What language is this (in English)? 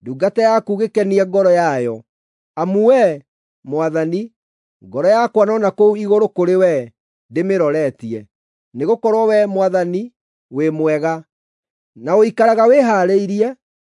Kikuyu